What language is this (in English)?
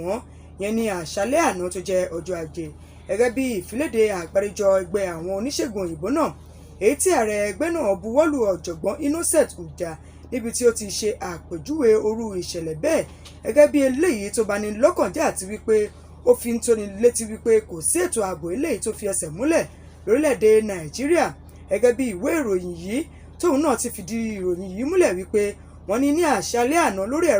Yoruba